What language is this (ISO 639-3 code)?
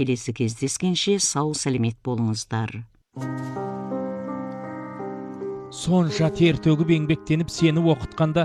kaz